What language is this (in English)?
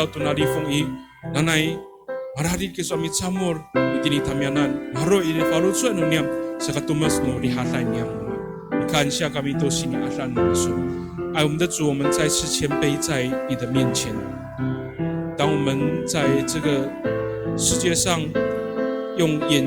Amis